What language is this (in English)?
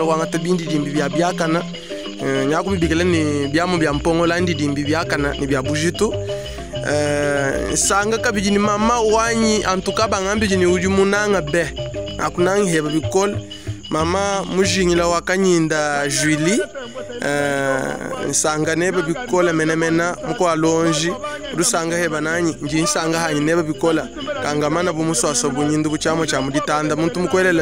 Luba-Lulua